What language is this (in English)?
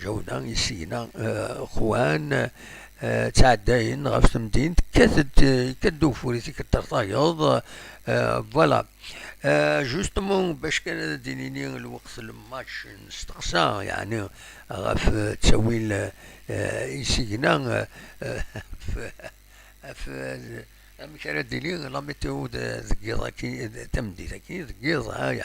Kabyle